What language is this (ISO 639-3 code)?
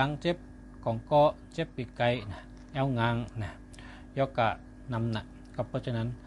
shn